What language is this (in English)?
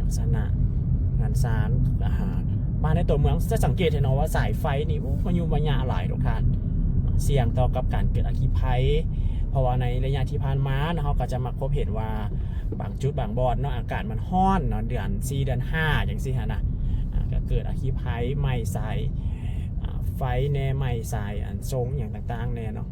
Lao